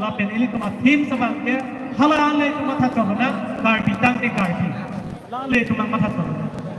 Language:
Karbi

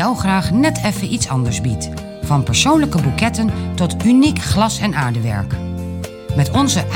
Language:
Dutch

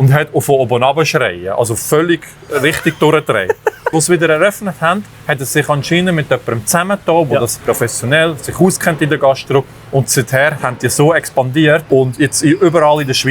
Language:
Swiss German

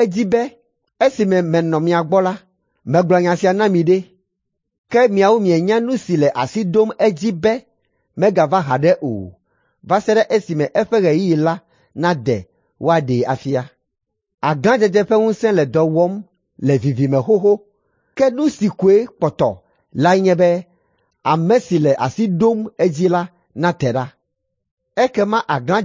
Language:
Ewe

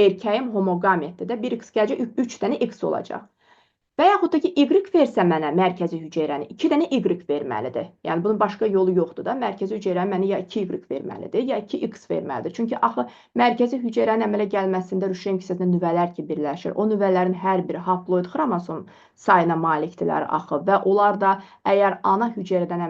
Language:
Azerbaijani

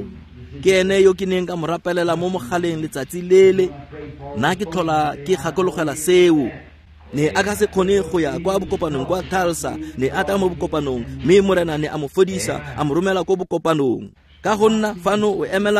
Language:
Tswana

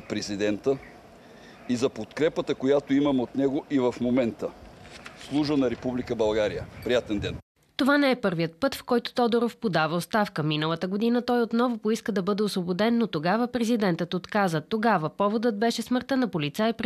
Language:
Bulgarian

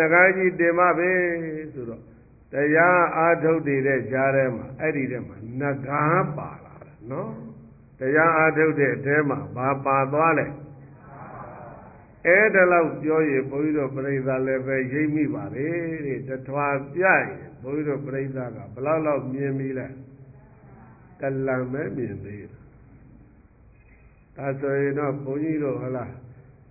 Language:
Burmese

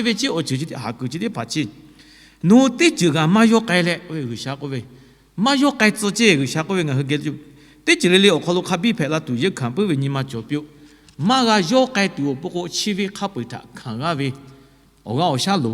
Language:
Lahu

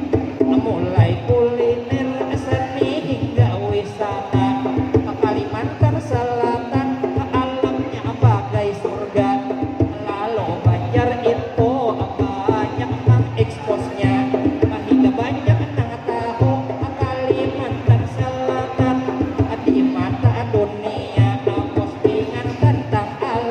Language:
Banjar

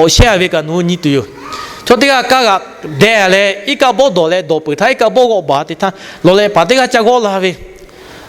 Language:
Lahu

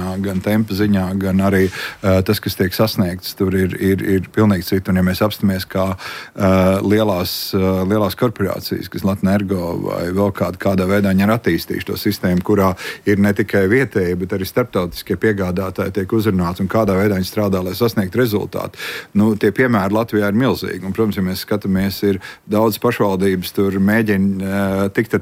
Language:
Latvian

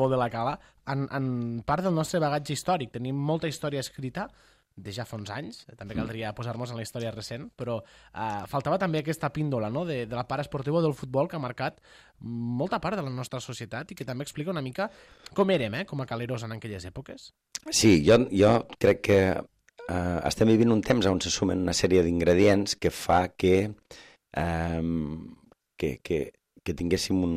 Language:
Catalan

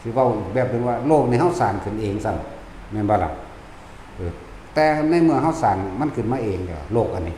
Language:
Northeastern Thai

